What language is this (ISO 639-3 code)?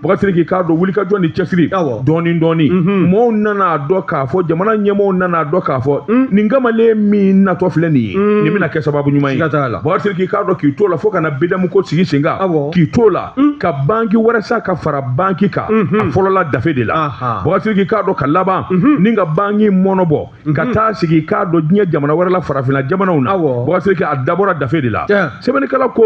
bam